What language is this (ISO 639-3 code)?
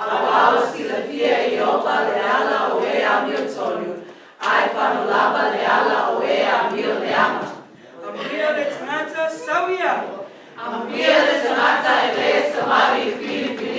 smo